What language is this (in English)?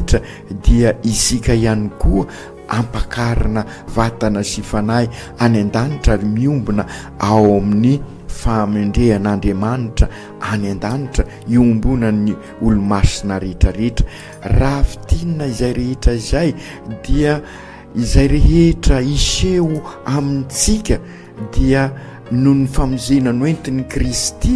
Malagasy